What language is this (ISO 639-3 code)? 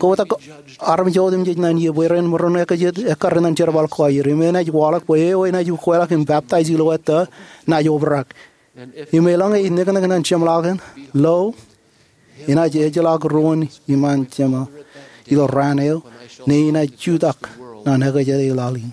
mah